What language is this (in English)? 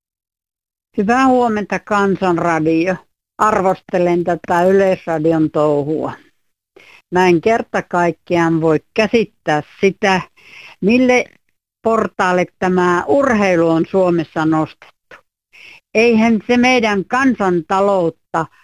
Finnish